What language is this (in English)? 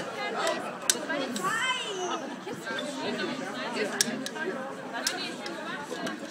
German